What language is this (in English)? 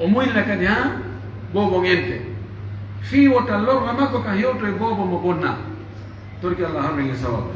Pular